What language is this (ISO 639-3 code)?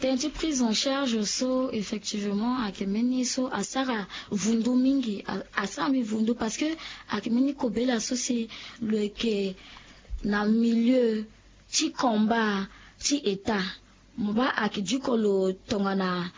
sag